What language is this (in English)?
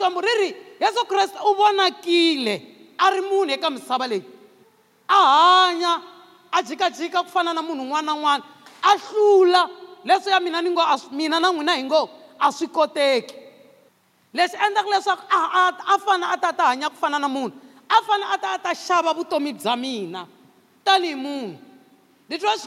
Tsonga